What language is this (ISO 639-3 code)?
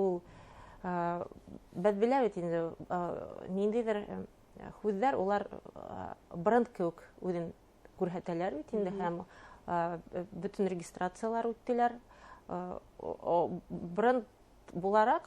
bak